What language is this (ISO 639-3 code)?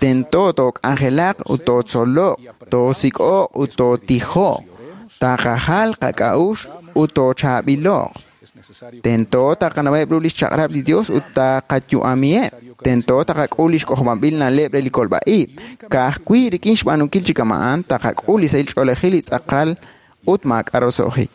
kek